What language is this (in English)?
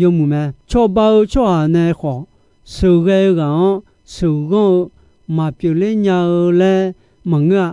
Akha